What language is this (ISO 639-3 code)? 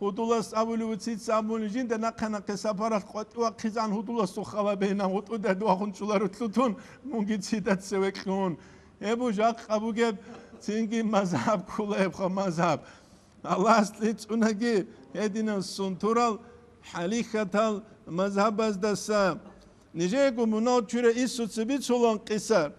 ava